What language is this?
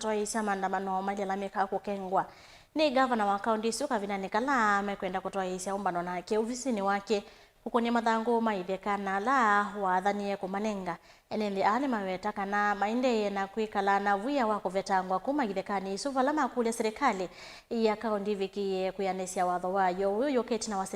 Kamba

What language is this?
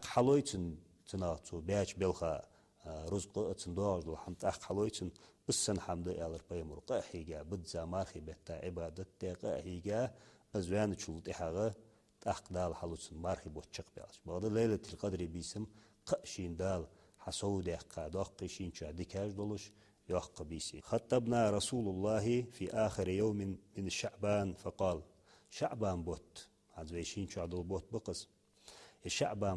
Ingush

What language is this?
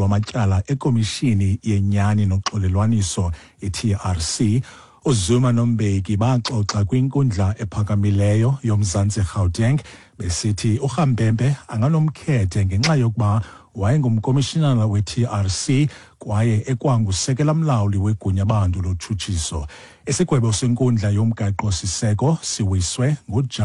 Xhosa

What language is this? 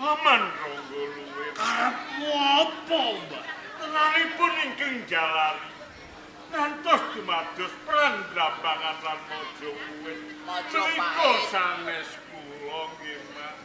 Javanese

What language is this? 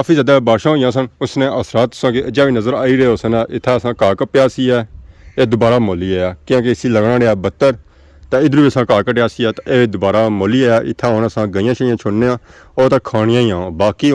Pahari-Potwari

